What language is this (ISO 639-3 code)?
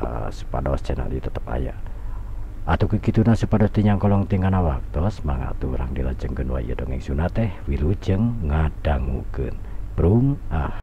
sun